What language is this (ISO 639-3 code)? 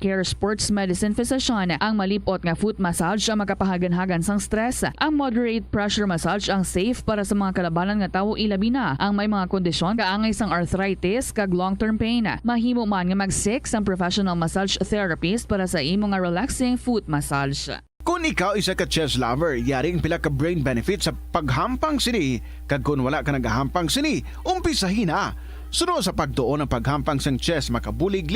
hil